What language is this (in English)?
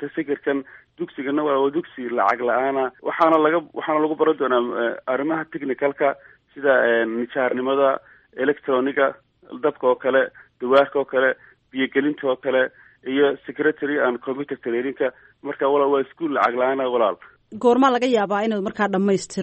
Somali